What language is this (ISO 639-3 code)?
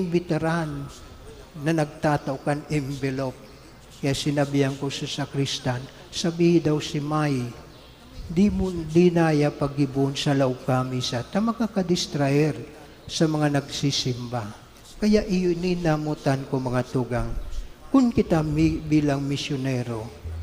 bik